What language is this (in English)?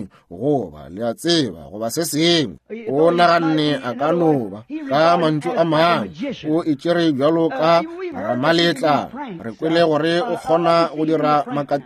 Northern Sotho